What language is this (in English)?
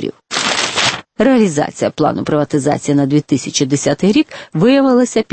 Ukrainian